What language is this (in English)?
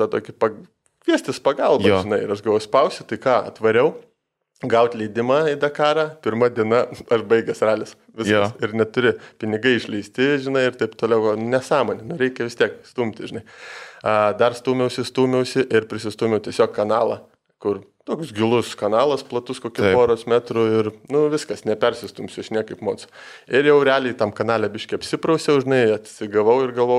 Lithuanian